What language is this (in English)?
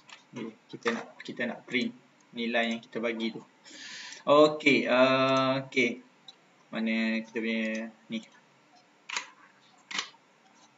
Malay